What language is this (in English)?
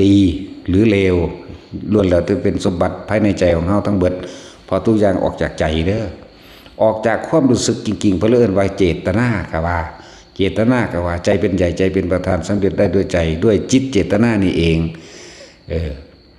Northeastern Thai